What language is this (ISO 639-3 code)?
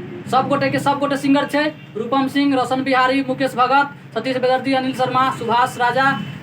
mai